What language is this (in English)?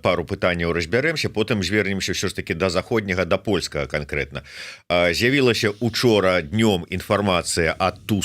Belarusian